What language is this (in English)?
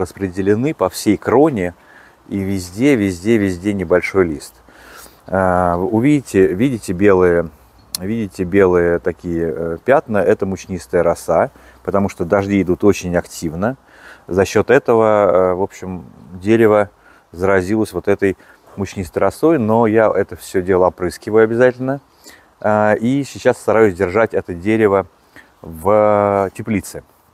Russian